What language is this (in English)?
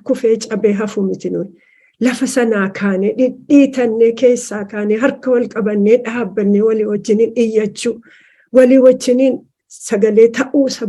Oromo